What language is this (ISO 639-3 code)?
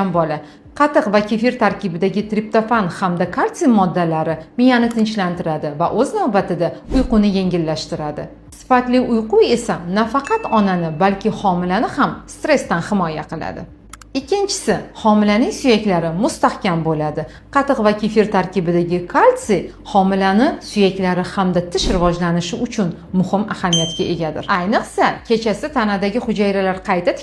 uzb